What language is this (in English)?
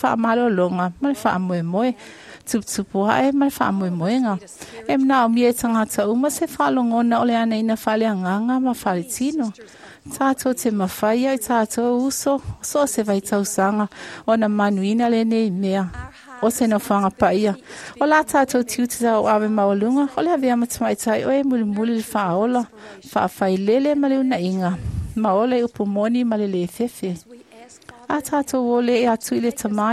Samoan